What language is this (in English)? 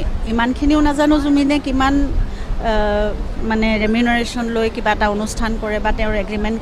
Assamese